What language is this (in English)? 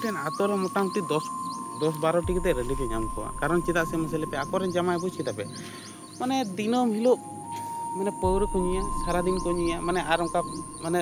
Santali